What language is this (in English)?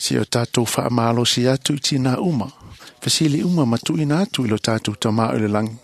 Samoan